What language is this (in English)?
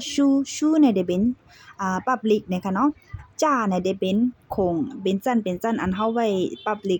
Shan